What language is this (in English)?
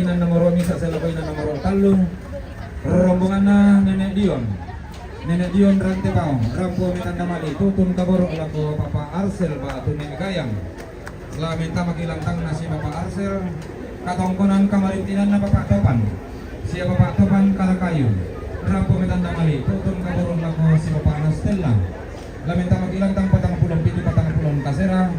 Toraja-Sa'dan